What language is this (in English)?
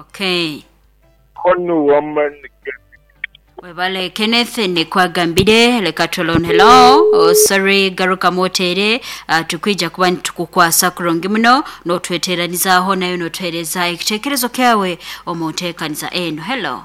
Nyankole